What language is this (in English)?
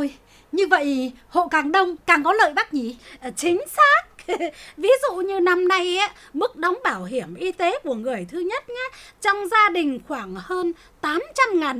Vietnamese